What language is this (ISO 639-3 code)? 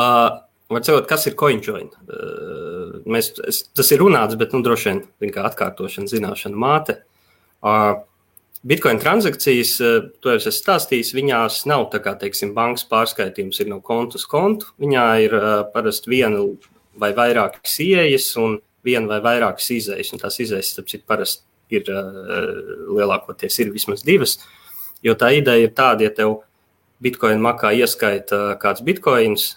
lav